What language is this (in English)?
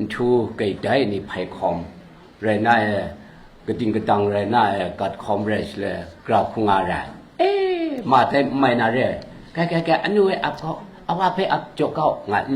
Kachin